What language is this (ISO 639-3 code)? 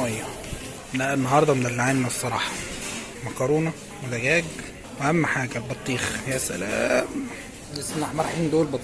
arz